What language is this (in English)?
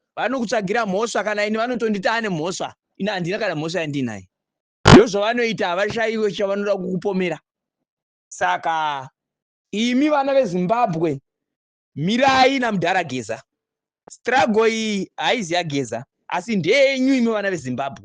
Shona